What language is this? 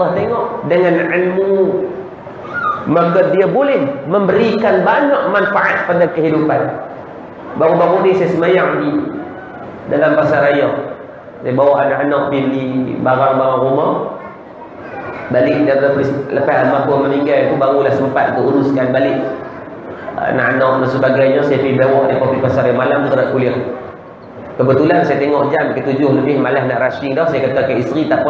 Malay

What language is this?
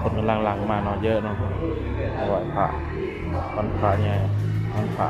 Northeastern Thai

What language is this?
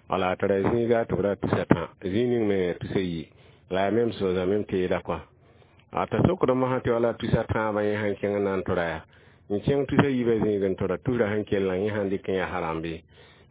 Mossi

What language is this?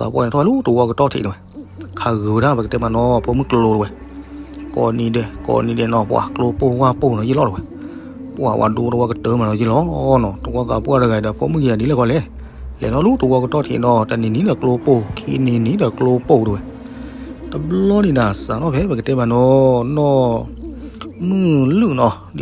S'gaw Karen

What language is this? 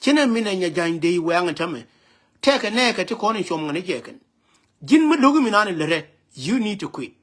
Nuer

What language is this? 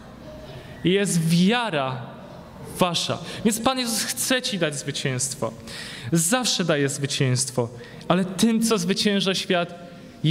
Polish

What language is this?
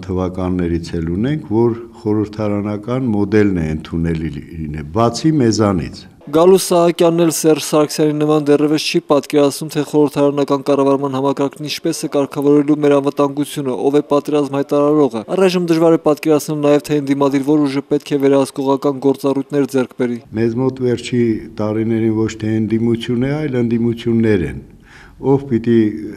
Armenian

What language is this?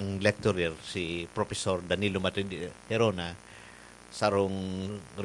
Bikol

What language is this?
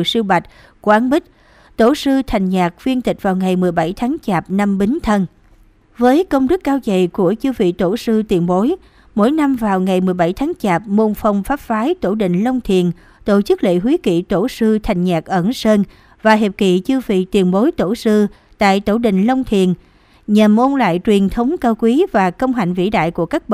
Vietnamese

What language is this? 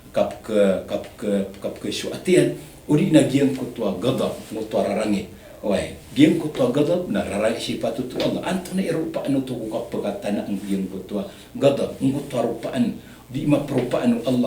Maranao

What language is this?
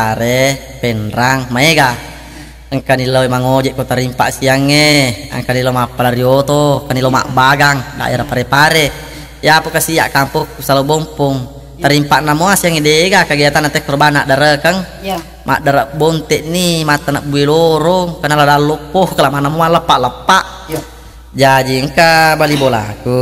Buginese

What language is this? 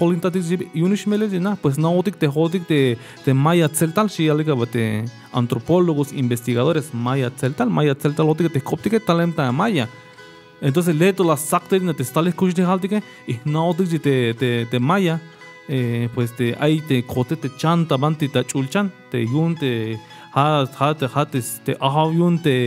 Tzeltal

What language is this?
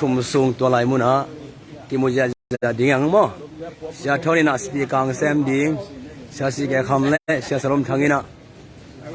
Tedim Chin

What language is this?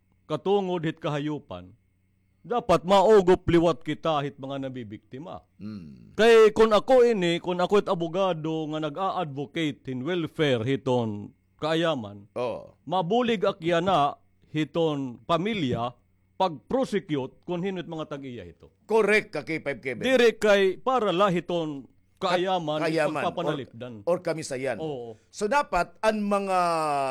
Waray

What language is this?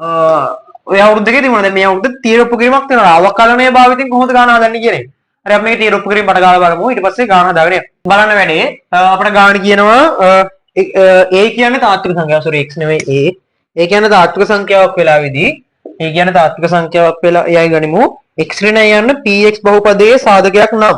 Sinhala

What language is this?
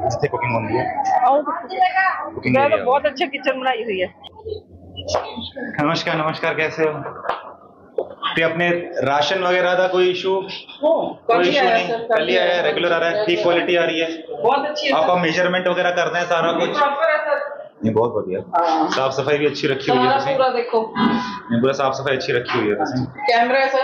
Punjabi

